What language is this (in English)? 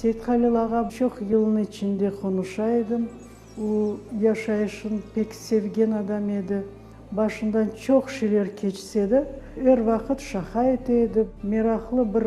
Crimean Tatar